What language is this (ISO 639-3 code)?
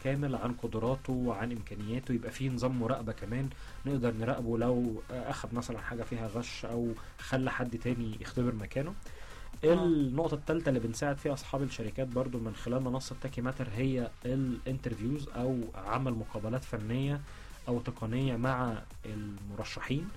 arz